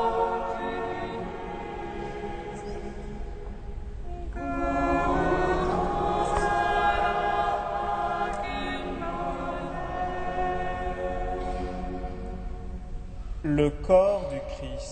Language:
French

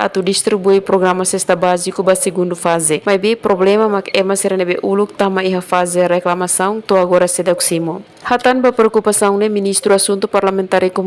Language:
Tetum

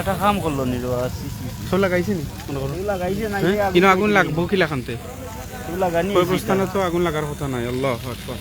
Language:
Sylheti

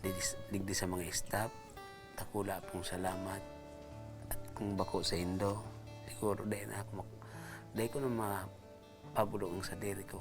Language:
Bikol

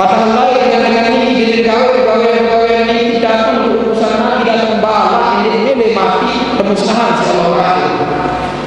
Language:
Sasak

